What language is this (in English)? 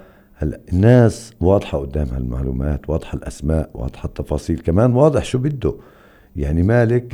North Levantine Arabic